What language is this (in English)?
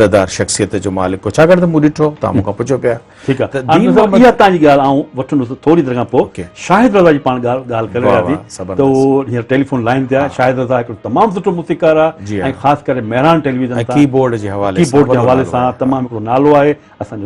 Sindhi